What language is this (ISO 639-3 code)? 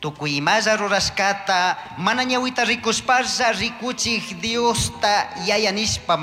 qug